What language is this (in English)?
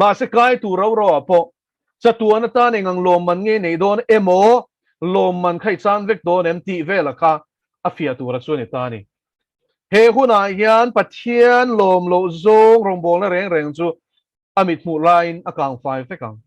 Mizo